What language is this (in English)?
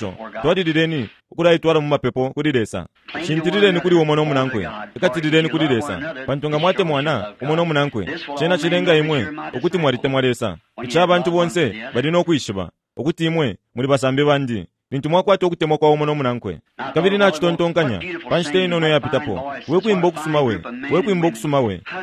Bemba